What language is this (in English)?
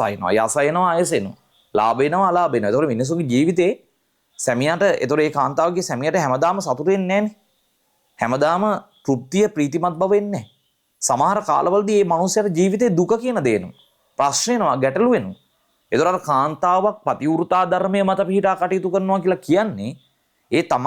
Sinhala